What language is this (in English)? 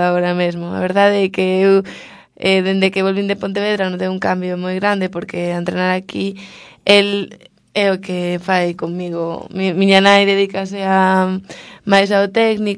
Galician